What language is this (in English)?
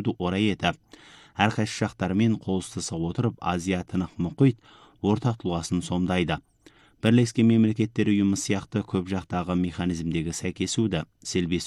Kazakh